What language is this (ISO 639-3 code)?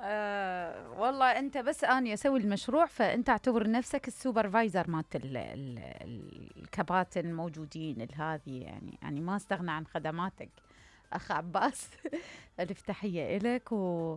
acm